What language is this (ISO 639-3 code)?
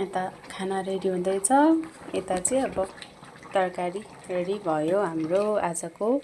nep